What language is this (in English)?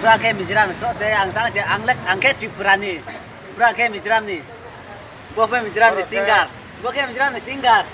Riang (India)